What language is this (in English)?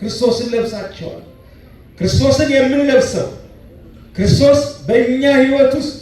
Amharic